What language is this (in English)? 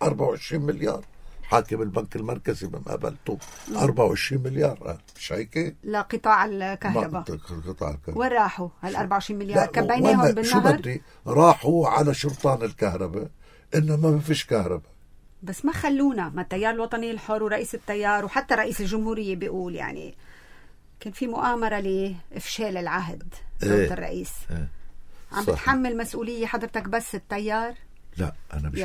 North Levantine Arabic